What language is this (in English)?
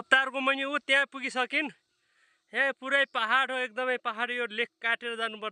Nepali